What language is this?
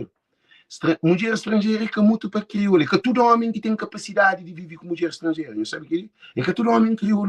Kabuverdianu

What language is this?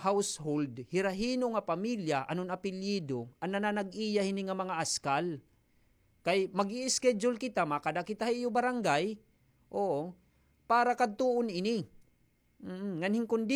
Waray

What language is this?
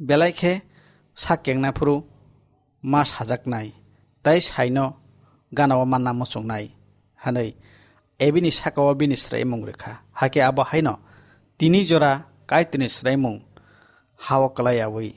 Kok Borok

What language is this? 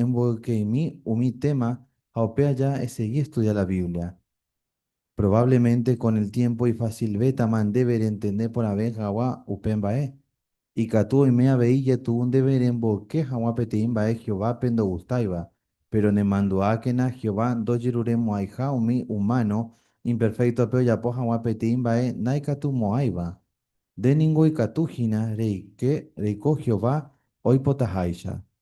Guarani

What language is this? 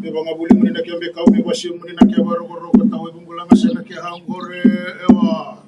Fijian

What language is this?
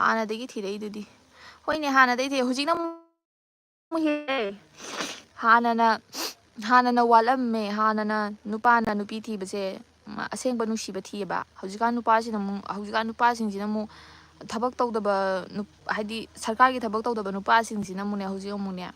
Manipuri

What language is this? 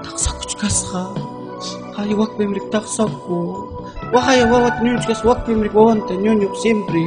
Ayacucho Quechua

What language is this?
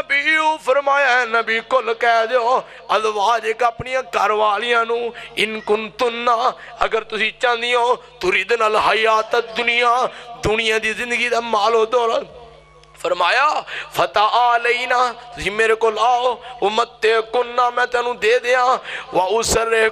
Western Panjabi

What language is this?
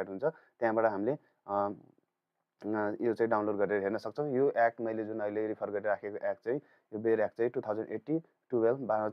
Nepali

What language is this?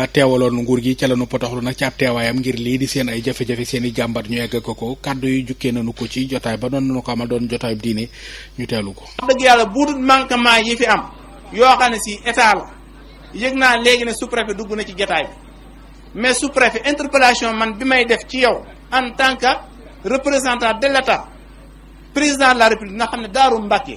Wolof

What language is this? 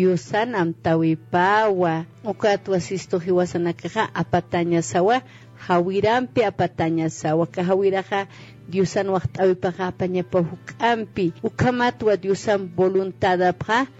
Aymara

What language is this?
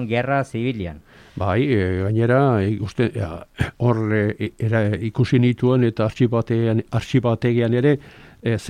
Basque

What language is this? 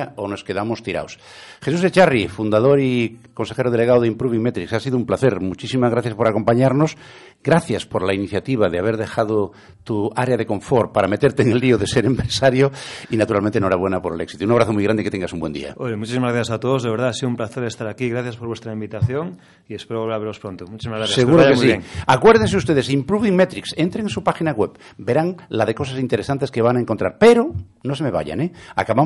Spanish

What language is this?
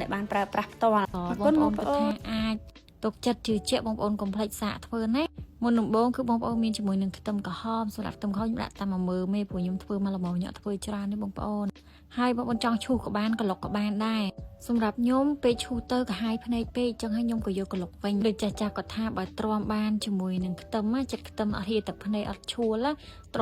Khmer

